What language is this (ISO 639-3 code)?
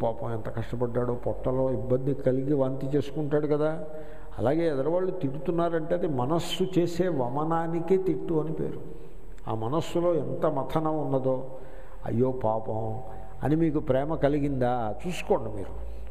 tel